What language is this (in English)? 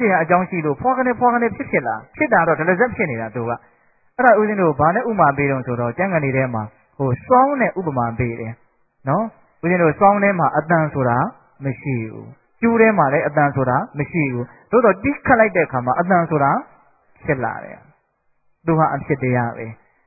Burmese